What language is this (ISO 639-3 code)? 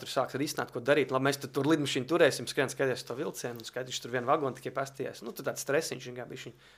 lav